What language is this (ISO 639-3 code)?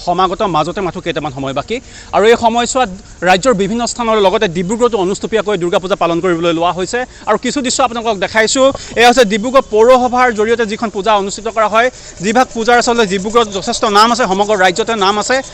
asm